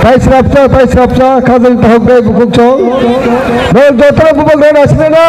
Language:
Kok Borok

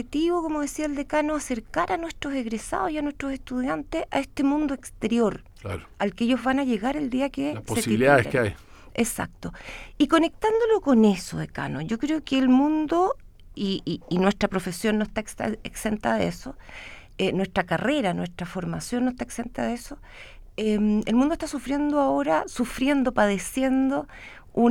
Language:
Spanish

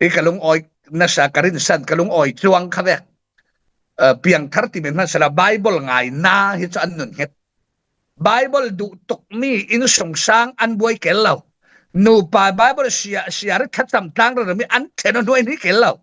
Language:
Falam Chin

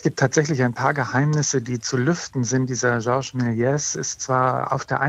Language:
German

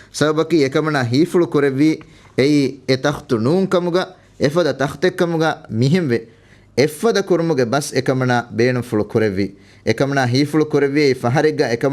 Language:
Divehi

